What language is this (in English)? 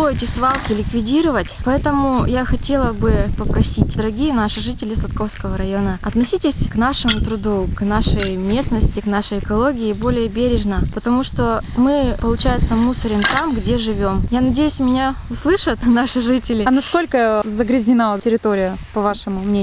Russian